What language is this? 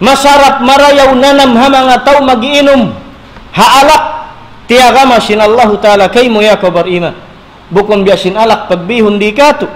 Tausug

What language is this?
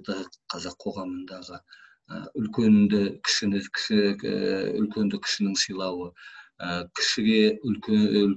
Kazakh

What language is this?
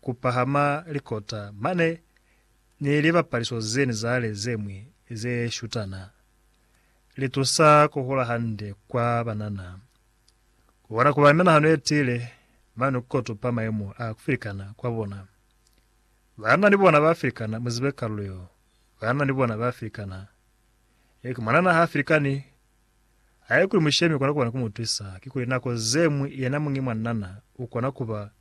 Lozi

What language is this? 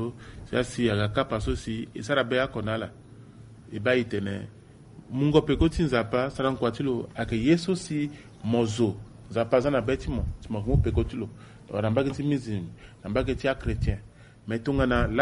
Sango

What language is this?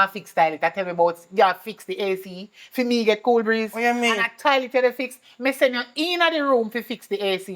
Jamaican Creole English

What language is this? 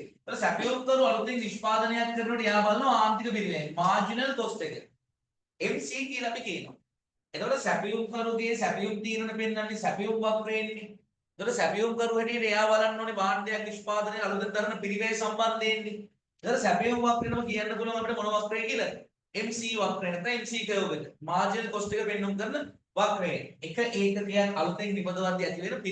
Sinhala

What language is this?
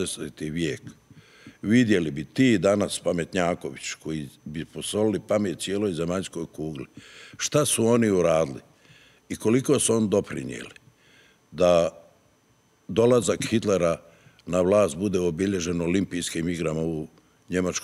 Bosnian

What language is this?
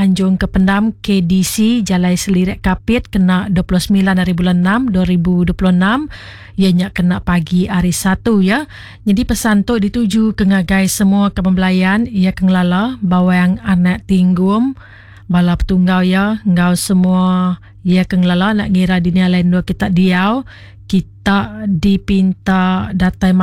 Iban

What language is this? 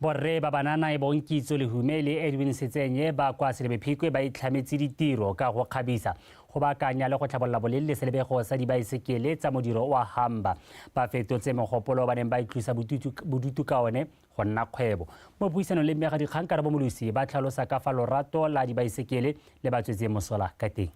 Tswana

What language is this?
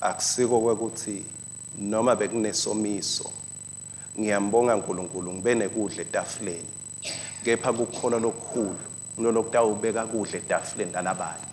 Swati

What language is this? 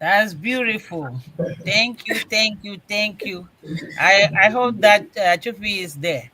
Ewe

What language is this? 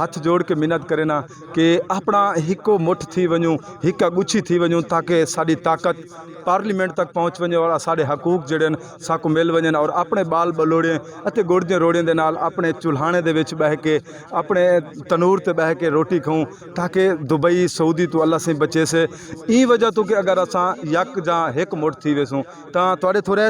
Saraiki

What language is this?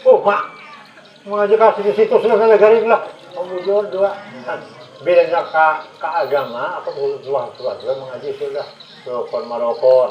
Banjar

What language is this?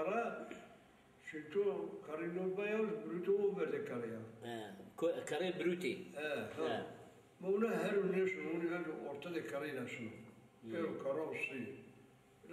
Zaza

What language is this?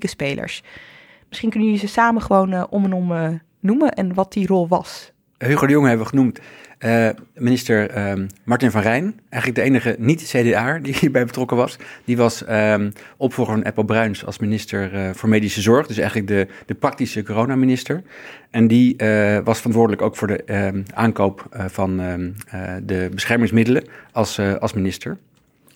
Dutch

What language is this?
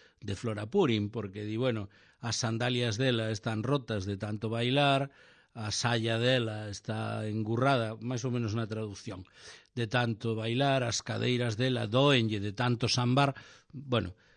Galician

